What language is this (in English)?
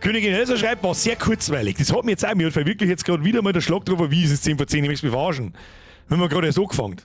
Bavarian